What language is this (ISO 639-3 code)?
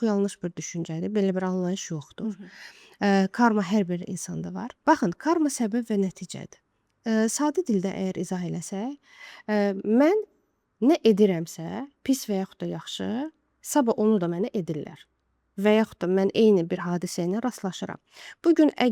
aze